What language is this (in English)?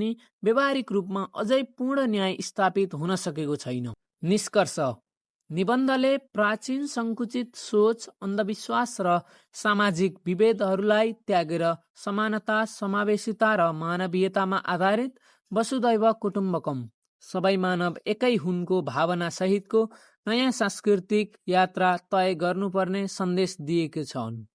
Nepali